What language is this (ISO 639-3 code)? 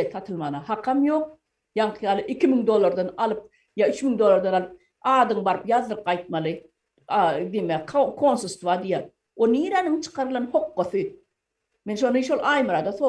tuk